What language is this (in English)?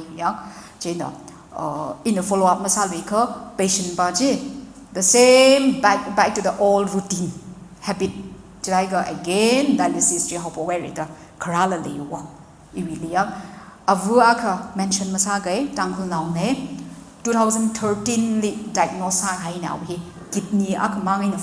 Tangkhul Naga (India)